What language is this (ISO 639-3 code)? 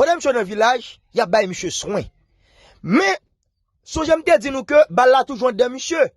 hat